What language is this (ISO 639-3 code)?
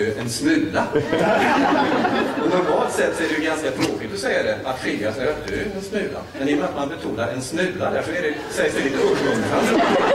swe